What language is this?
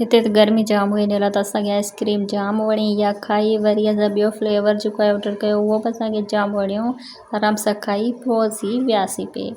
Sindhi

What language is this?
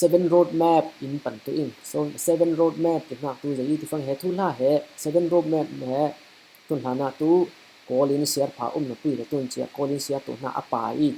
Falam Chin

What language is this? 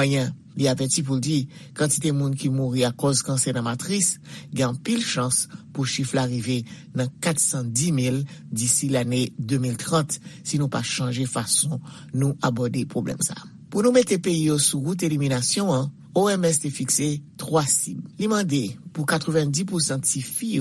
Haitian Creole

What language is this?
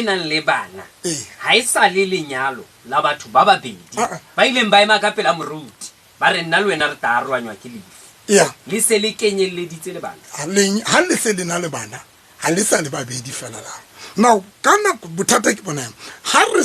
Southern Sotho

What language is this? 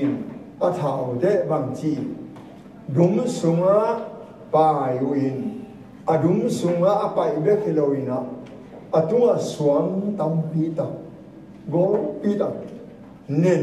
Tedim Chin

